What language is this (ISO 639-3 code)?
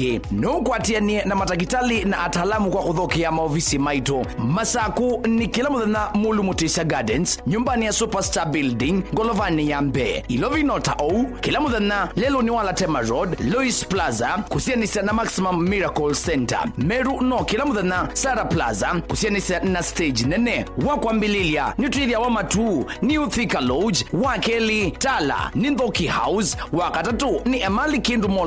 kam